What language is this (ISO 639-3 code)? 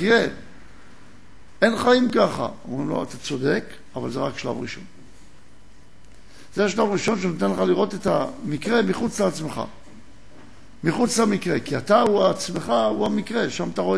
heb